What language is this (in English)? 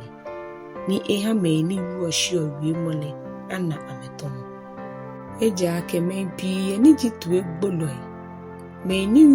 Ga